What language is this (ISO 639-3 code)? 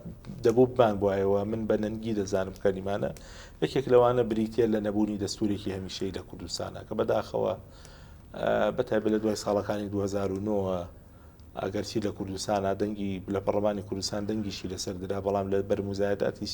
ckb